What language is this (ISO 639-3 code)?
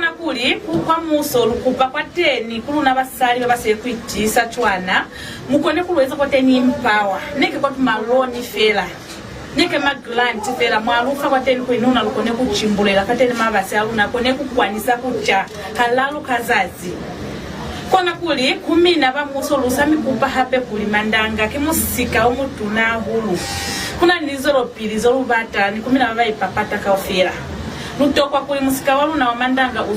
loz